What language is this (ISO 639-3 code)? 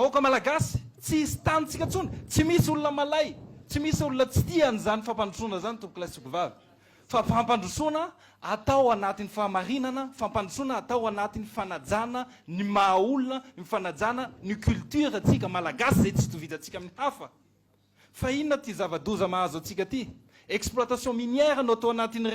mlg